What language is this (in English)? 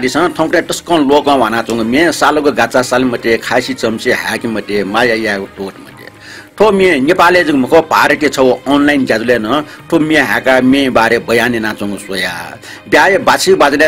Newari